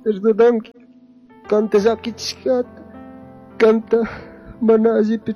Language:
Chimborazo Highland Quichua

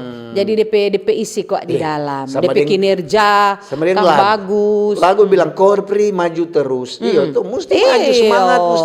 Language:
Manado Malay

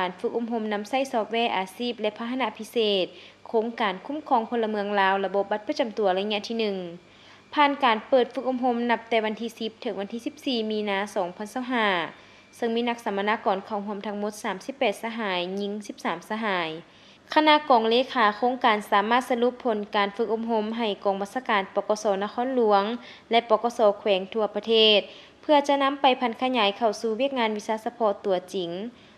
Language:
Lao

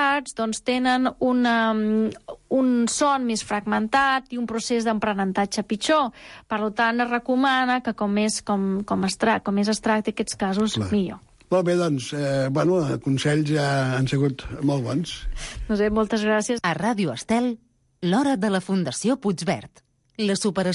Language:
Catalan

